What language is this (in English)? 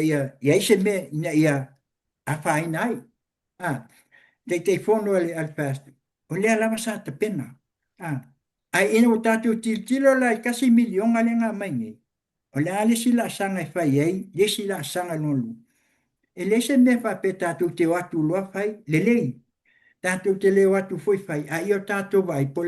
Samoan